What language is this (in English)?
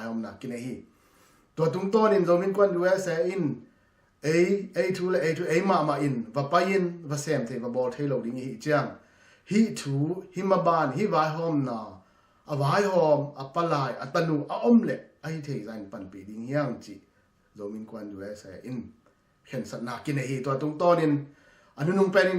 Tedim Chin